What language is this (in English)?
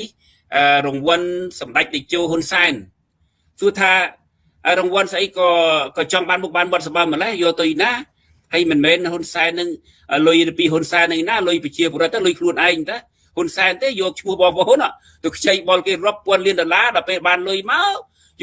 Khmer